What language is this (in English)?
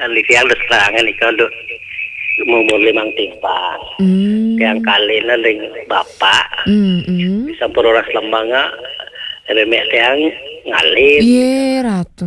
Balinese